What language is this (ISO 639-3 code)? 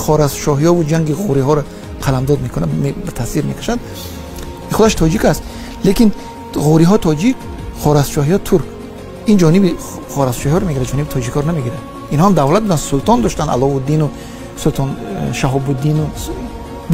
tgk